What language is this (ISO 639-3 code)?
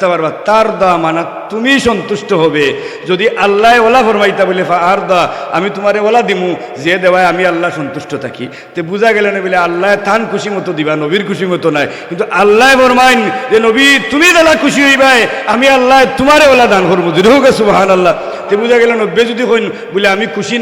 syl